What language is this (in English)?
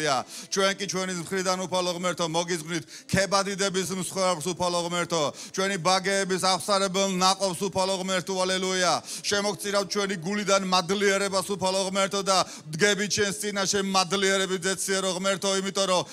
Georgian